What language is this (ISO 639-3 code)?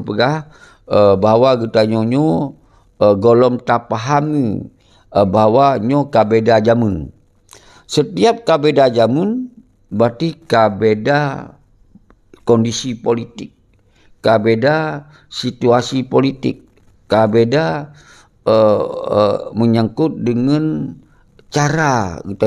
ace